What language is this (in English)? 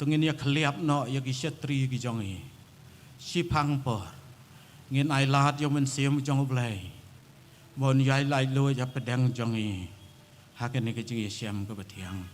Khasi